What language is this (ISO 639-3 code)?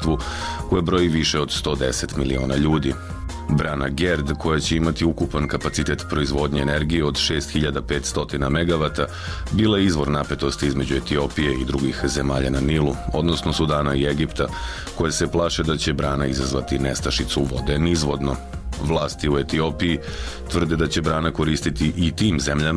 srp